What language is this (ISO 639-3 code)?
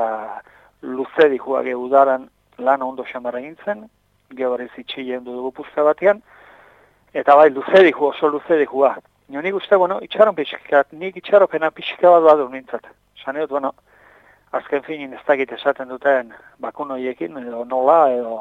eus